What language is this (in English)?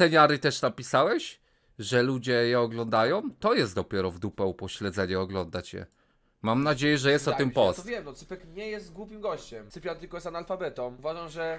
Polish